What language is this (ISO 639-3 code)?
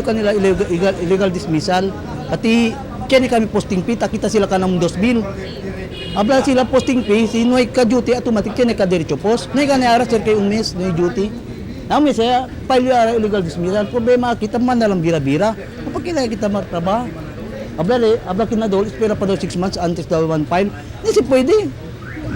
cbk